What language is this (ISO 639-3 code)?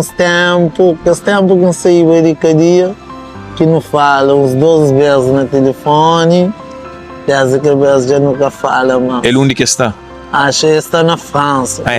kea